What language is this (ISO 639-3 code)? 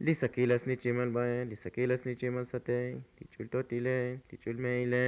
tzo